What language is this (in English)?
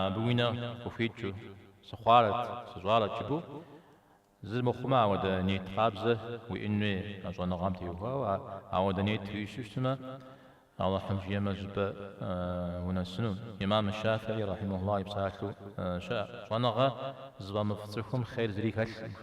Kabardian